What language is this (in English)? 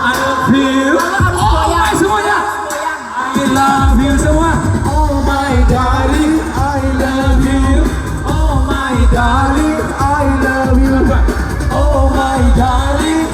Minangkabau